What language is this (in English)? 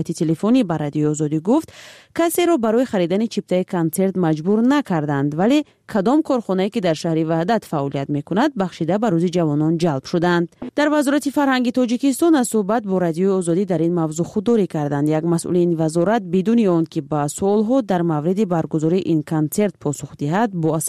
Tajik